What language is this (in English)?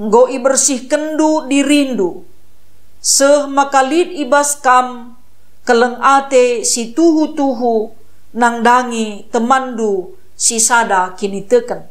Batak Karo